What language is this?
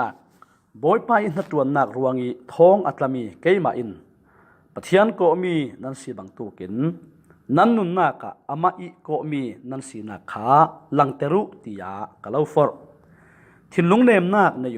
Falam Chin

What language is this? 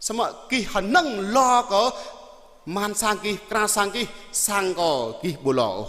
Jarai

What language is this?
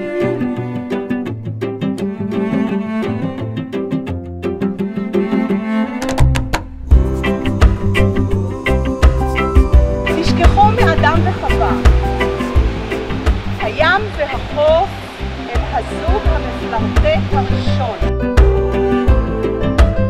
Hebrew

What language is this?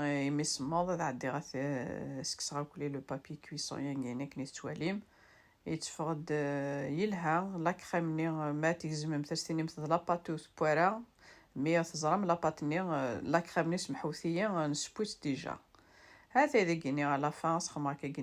Kabyle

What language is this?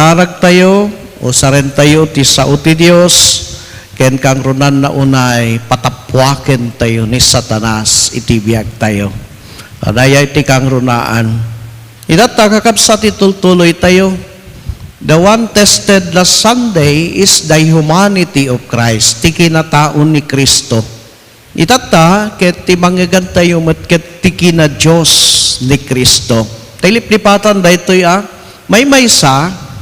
Iloko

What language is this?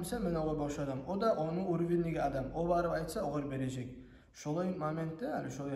Kumyk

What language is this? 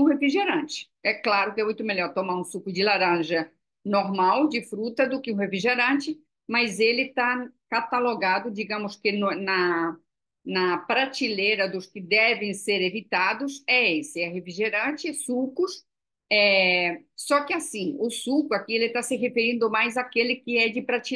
Portuguese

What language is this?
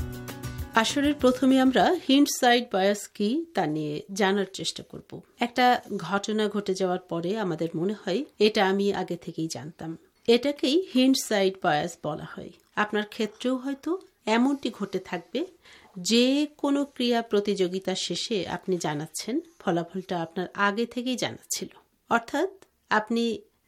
Bangla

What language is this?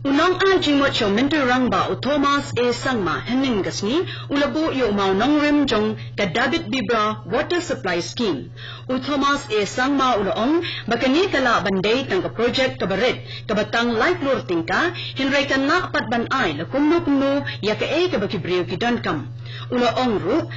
Khasi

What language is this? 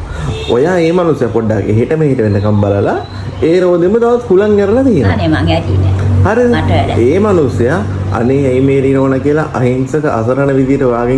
Sinhala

